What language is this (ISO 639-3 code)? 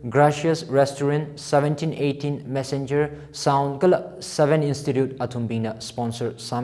nmf